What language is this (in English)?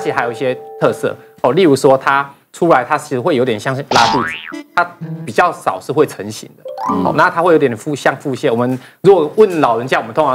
Chinese